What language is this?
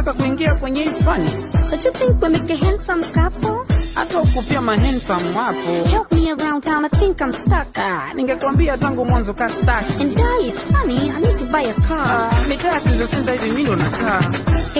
Swahili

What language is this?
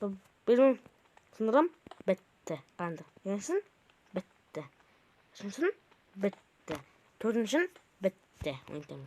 Kazakh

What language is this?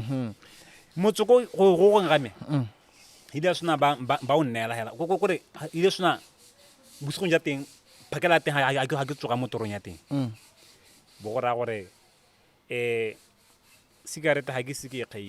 Tswana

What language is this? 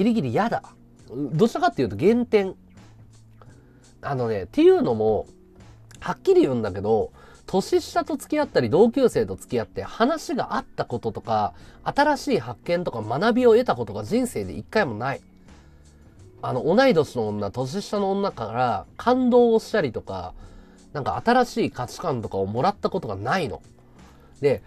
Japanese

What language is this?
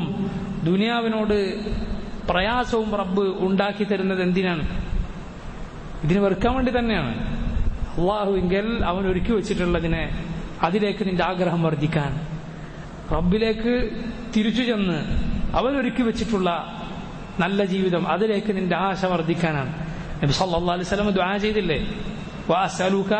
Malayalam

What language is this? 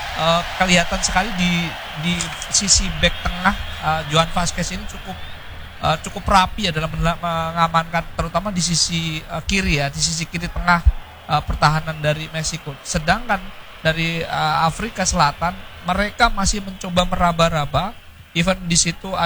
Indonesian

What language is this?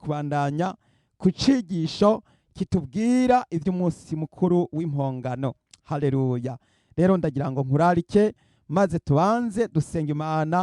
Rundi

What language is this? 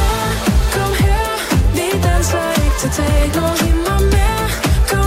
Danish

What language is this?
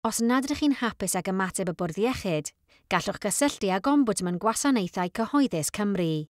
Welsh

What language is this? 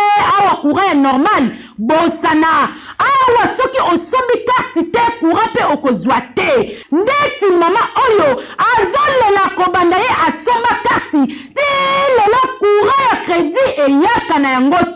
Lingala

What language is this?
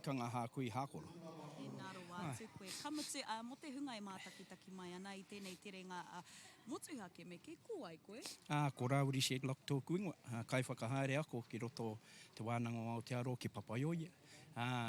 Māori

